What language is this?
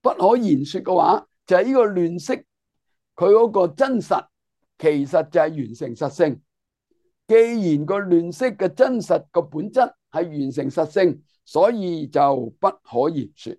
Cantonese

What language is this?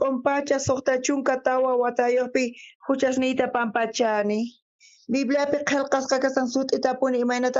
South Bolivian Quechua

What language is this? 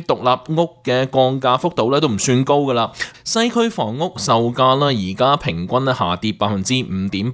Cantonese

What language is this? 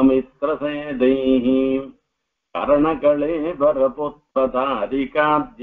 Tamil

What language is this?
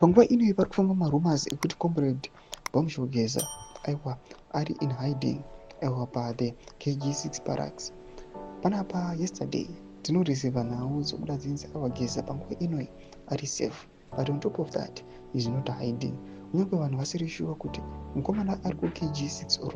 Shona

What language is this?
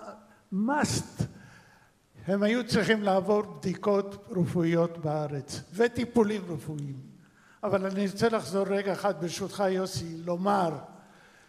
Hebrew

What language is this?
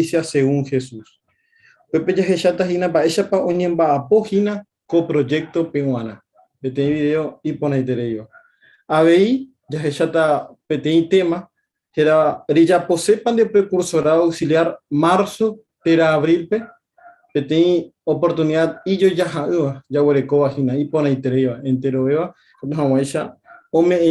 Guarani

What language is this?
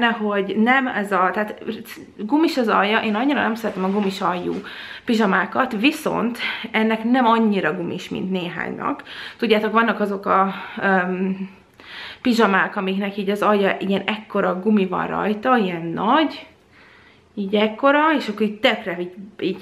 Hungarian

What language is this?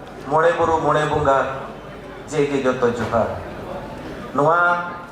Santali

